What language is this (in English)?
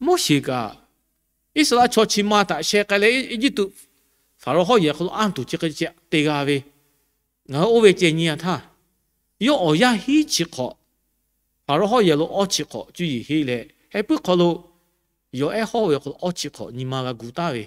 Lahu